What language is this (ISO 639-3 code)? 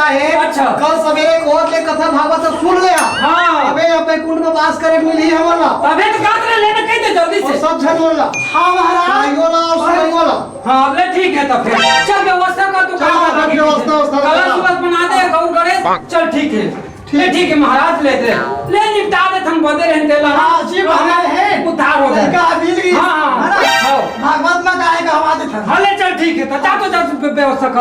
hne